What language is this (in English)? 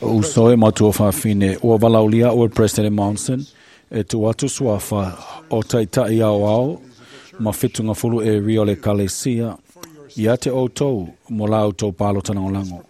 Samoan